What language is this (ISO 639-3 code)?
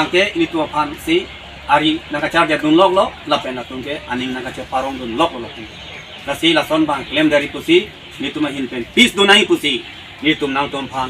mjw